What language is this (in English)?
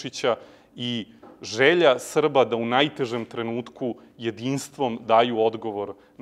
Serbian